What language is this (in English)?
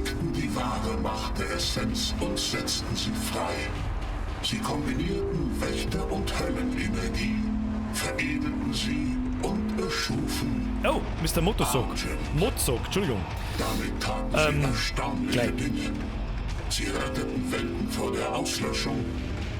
Bavarian